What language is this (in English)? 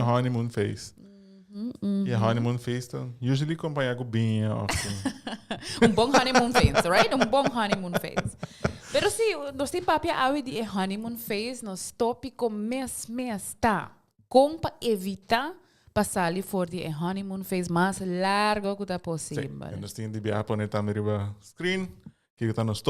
Papiamento